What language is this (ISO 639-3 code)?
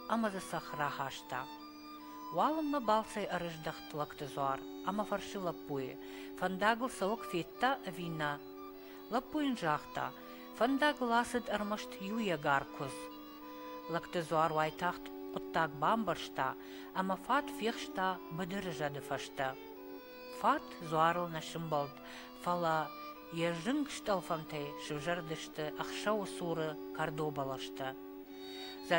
oss